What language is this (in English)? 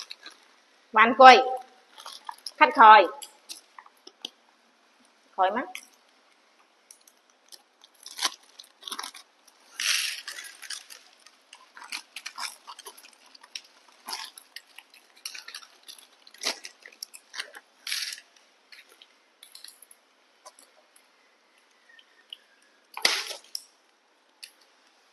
Vietnamese